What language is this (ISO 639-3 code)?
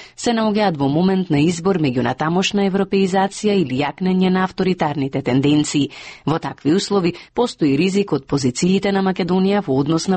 mkd